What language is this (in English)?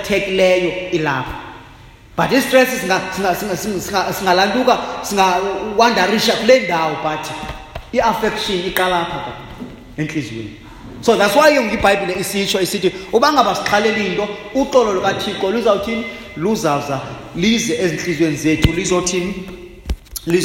Xhosa